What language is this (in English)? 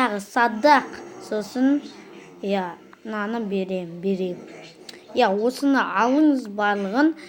Kazakh